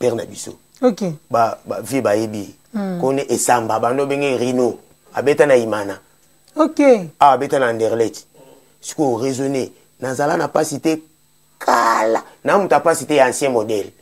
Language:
Lingala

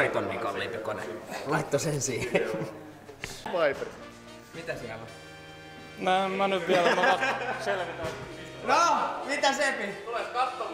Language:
Finnish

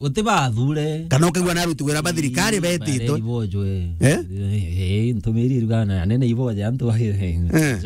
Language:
Meru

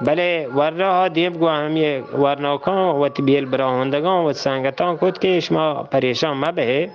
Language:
Eastern Balochi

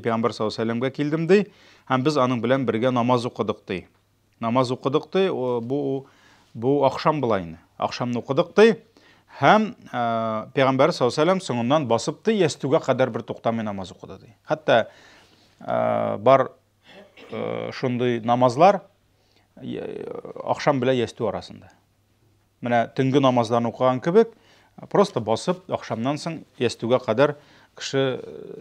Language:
Tatar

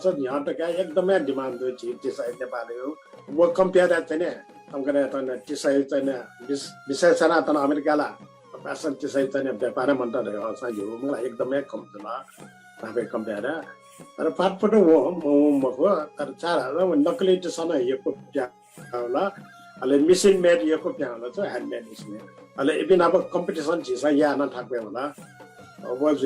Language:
Newari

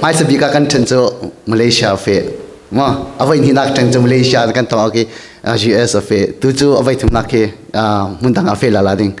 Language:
Falam Chin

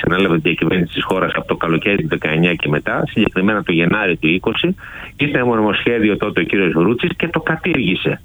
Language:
Greek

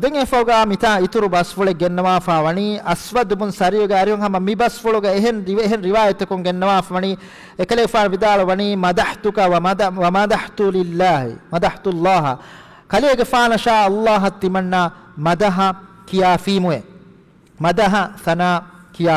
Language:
Divehi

